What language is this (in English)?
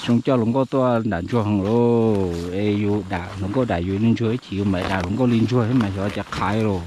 Hmong